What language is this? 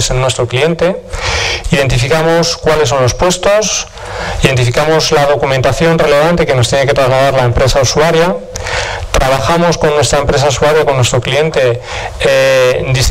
Spanish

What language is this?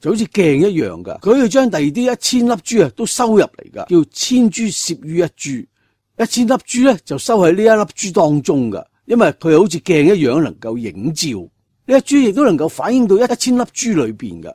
Cantonese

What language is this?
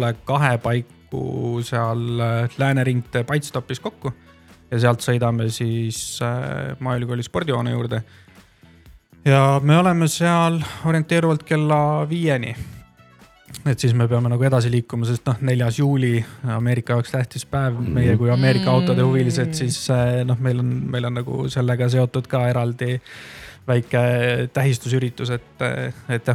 Estonian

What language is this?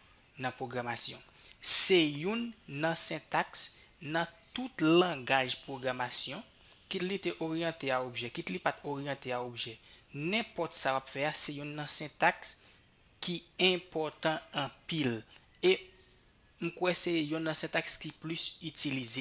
Haitian Creole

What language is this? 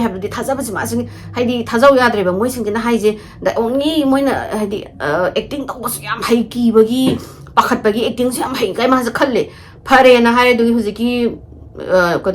Manipuri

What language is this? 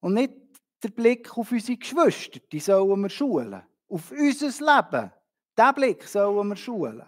Swiss German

